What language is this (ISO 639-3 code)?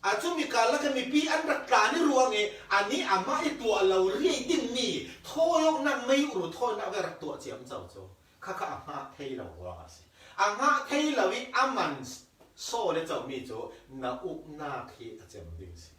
cfm